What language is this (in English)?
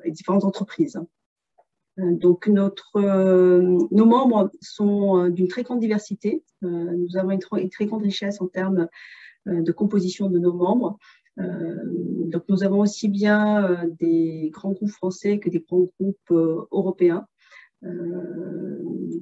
French